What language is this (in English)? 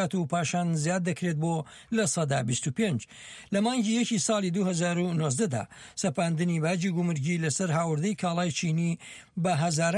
Central Kurdish